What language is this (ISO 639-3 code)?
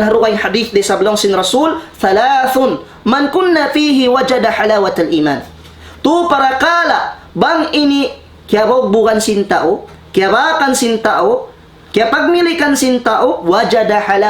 tsg